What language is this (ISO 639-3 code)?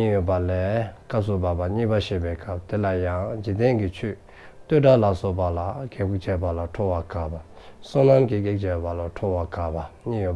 dzo